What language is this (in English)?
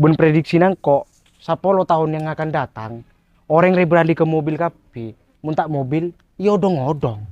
Madurese